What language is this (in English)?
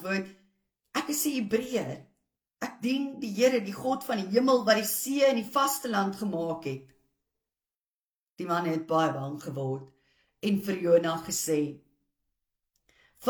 Afrikaans